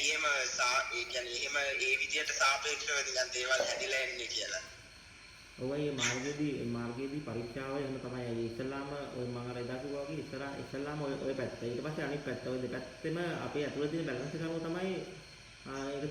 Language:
Sinhala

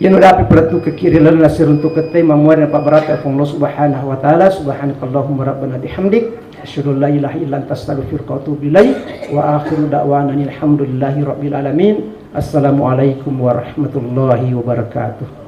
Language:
Buginese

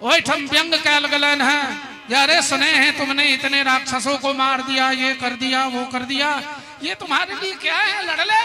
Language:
Maithili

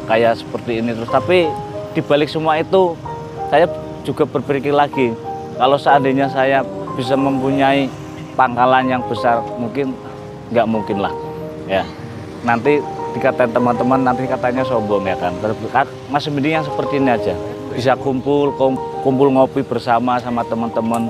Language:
Indonesian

